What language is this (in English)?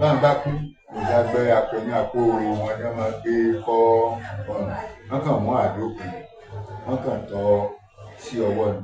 Yoruba